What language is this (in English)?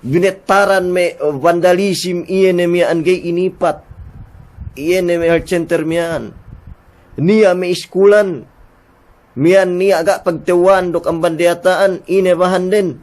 Yakan